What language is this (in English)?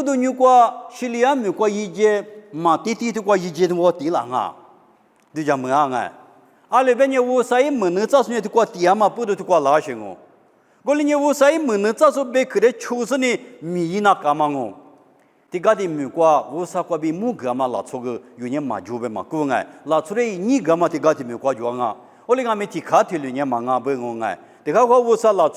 Lisu